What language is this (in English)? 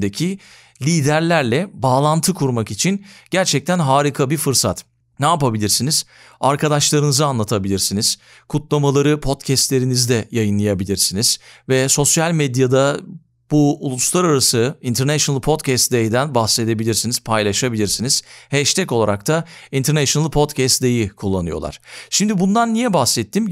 Turkish